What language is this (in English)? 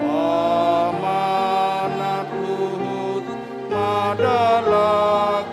Batak Toba